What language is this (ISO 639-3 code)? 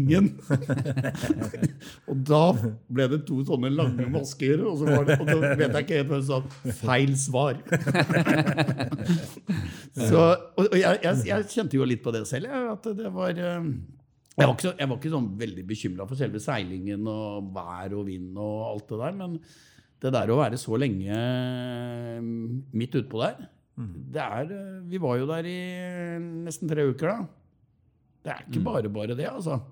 nor